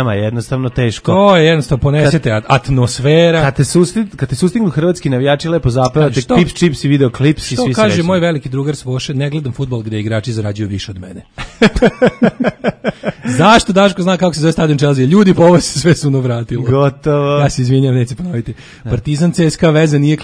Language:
Serbian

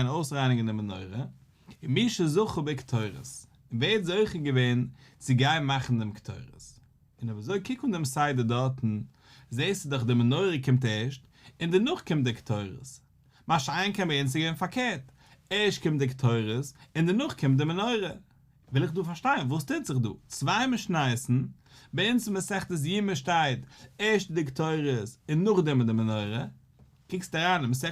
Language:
Yiddish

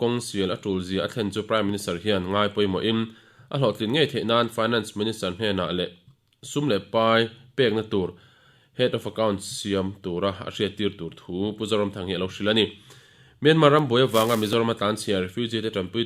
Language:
Mizo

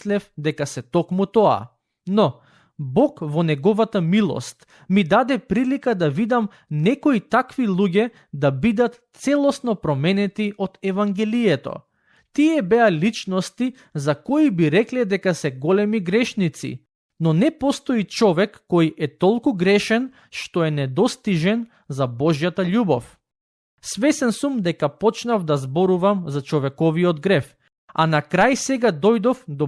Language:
Macedonian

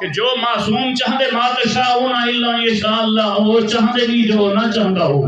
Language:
Saraiki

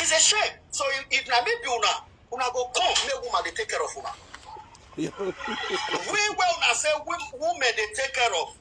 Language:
Nigerian Pidgin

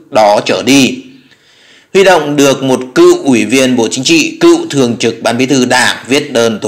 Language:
Vietnamese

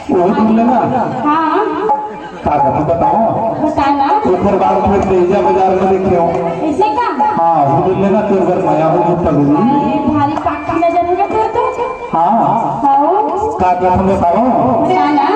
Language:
Chhattisgarhi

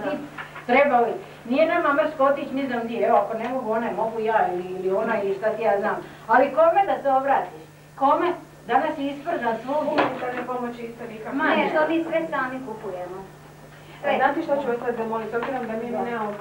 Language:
Croatian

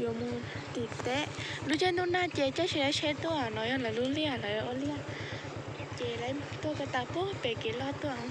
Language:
Hmong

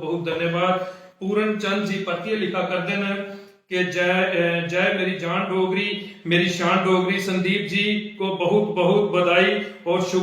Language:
Dogri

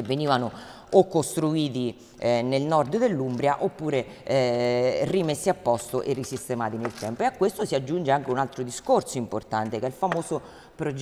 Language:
Italian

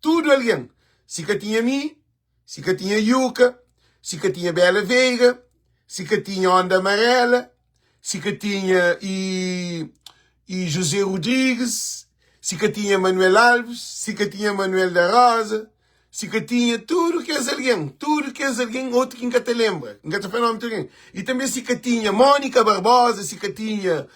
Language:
Kabuverdianu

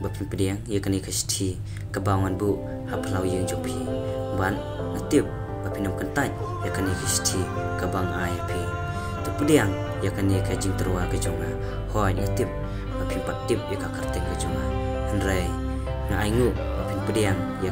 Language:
Khasi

